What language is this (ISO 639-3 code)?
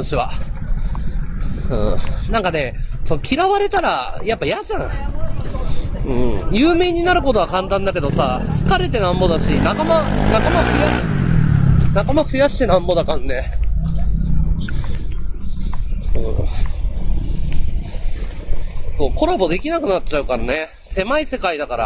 jpn